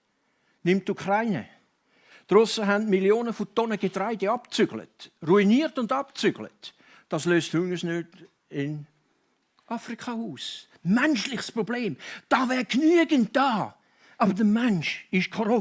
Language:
Swiss German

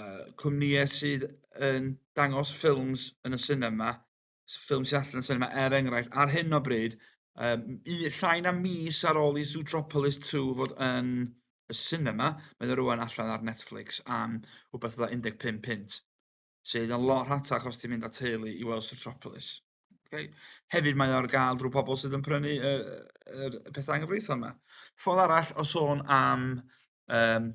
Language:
Welsh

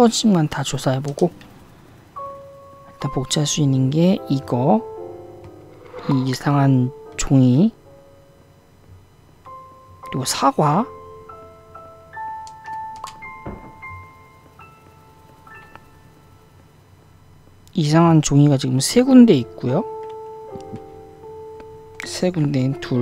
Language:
Korean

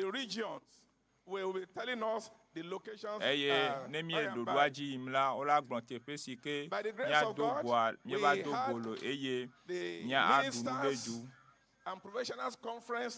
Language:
Ewe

